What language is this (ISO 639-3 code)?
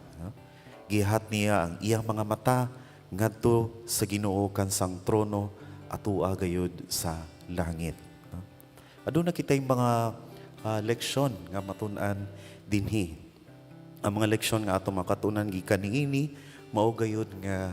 ceb